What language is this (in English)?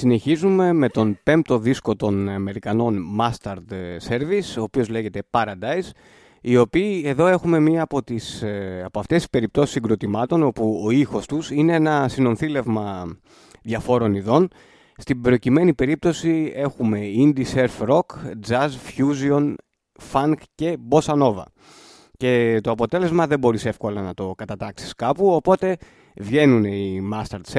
Greek